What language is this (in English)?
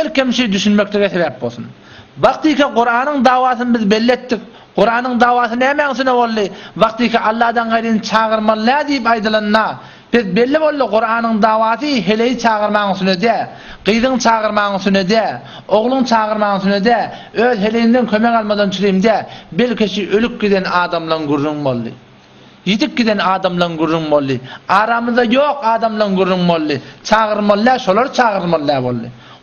Turkmen